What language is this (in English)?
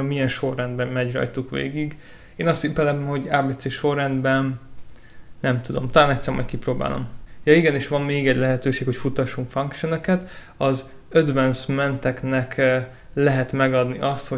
Hungarian